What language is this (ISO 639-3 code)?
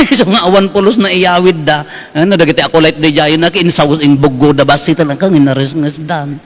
ilo